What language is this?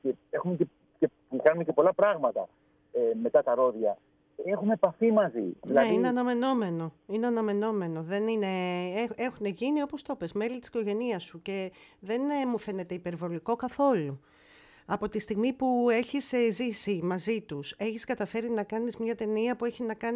Greek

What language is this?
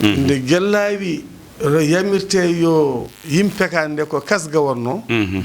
Fula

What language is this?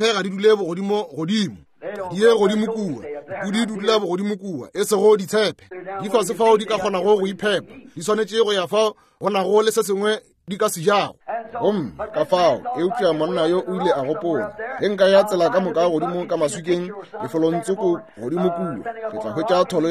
Northern Sotho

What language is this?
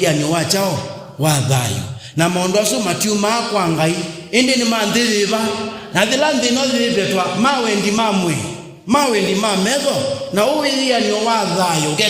Kamba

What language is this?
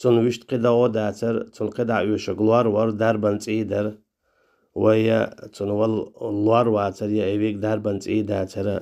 Chechen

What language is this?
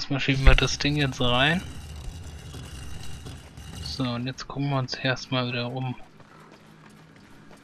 German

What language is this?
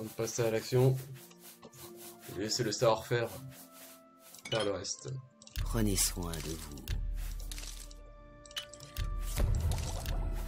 French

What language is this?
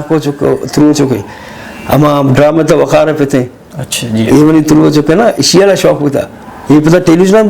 Eastern Balochi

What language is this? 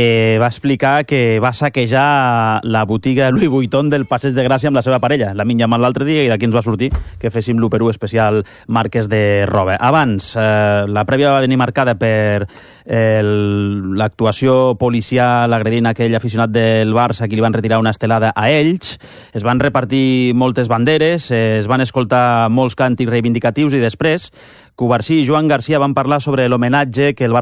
Catalan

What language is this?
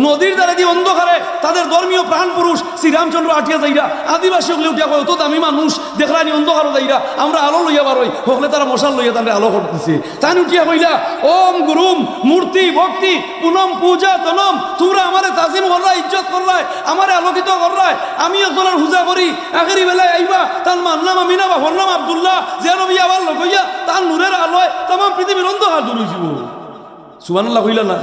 Sylheti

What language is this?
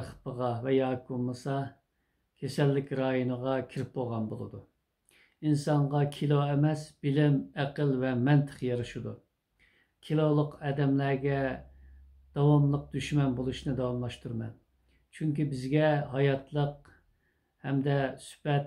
Uyghur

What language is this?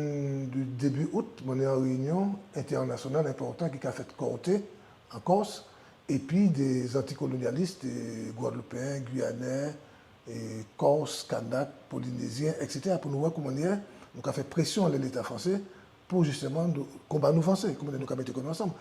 Guadeloupean Creole French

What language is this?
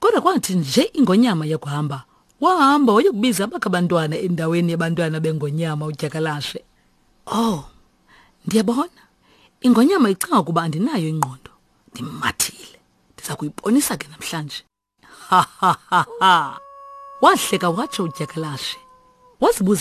Xhosa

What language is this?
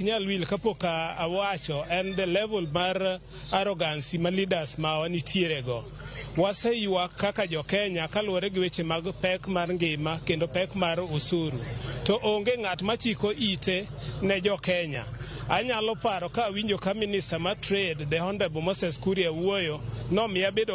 Luo (Kenya and Tanzania)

